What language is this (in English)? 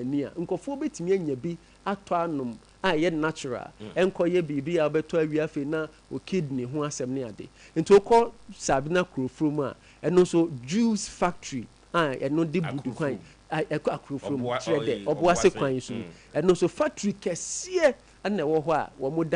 Akan